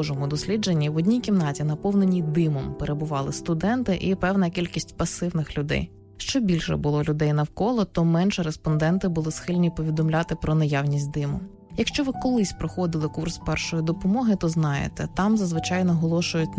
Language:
Ukrainian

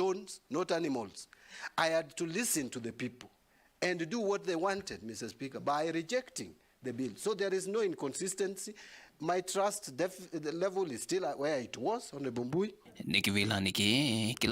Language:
Kamba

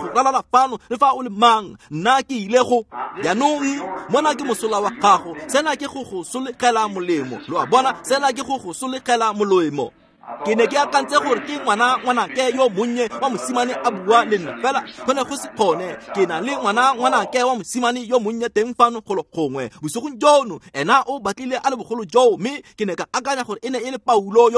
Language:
Tswana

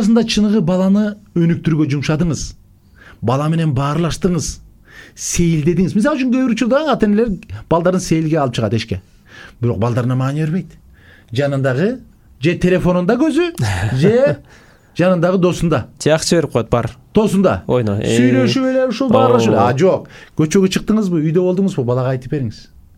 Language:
Kyrgyz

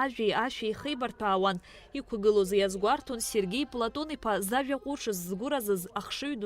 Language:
Abkhazian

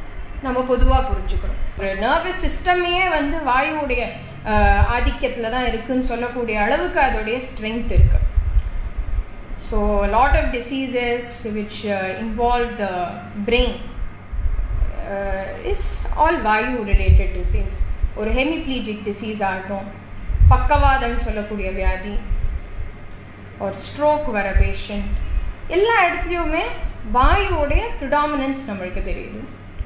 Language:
Tamil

